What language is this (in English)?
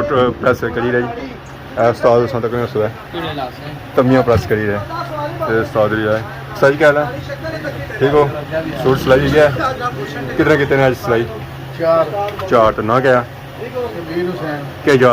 Pahari-Potwari